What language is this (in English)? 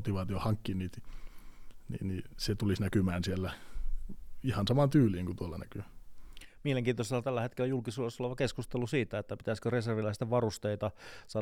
Finnish